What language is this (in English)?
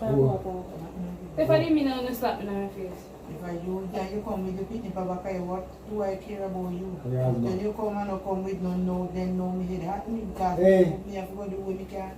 Jamaican Creole English